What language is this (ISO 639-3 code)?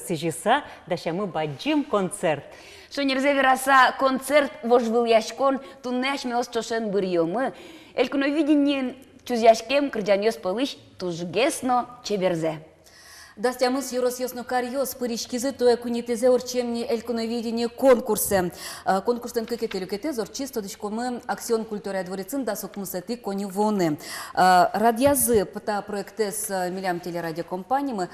udm